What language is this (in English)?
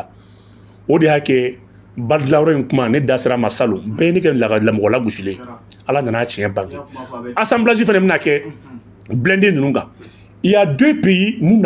Bambara